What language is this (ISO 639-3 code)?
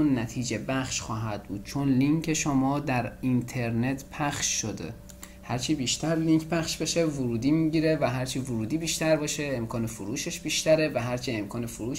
fas